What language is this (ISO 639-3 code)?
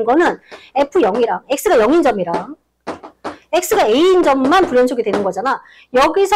kor